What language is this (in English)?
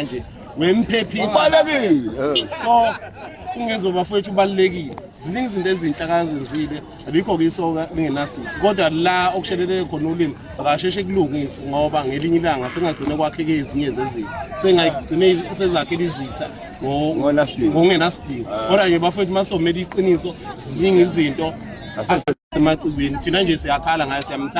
Zulu